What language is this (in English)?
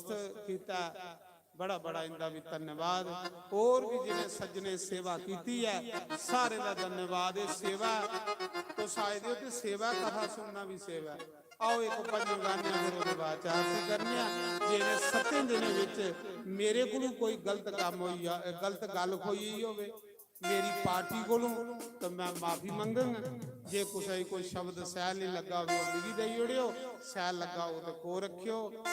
Dogri